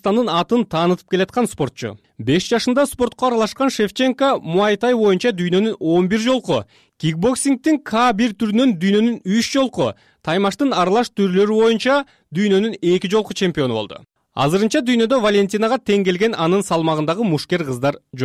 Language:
Kyrgyz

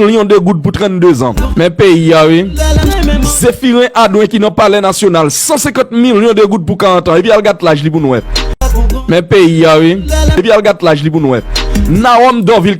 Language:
Haitian Creole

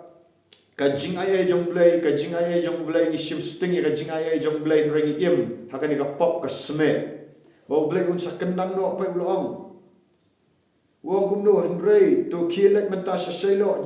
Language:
Khasi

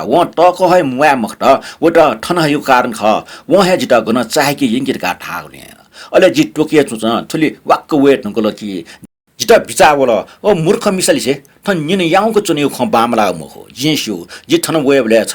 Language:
Newari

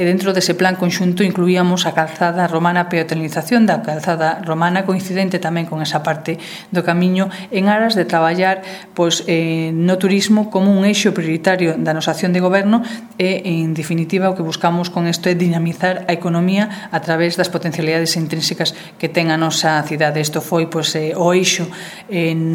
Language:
Galician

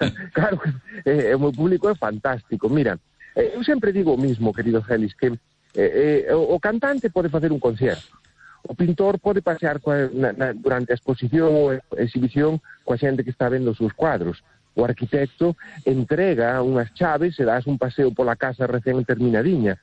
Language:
Galician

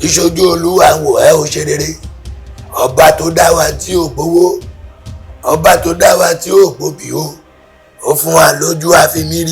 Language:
Yoruba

